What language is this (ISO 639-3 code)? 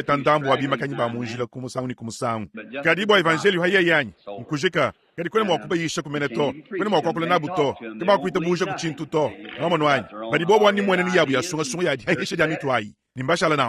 lua